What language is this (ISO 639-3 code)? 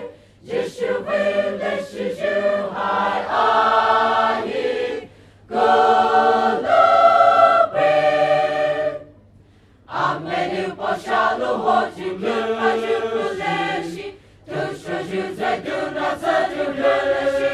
pmx